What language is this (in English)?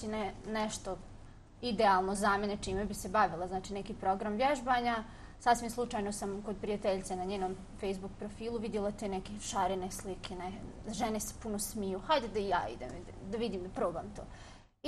Bosnian